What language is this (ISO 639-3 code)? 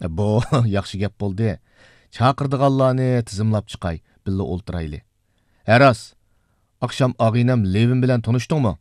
uig